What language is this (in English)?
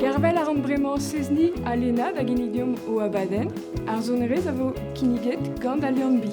Breton